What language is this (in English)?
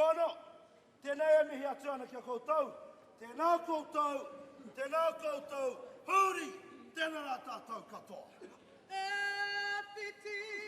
Māori